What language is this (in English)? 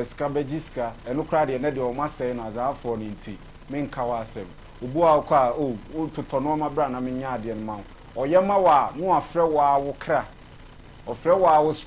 Akan